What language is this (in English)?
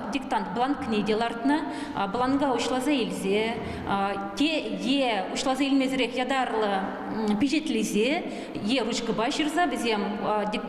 Chuvash